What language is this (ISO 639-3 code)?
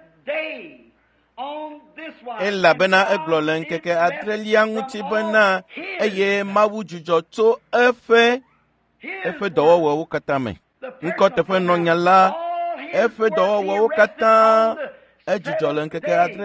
ewe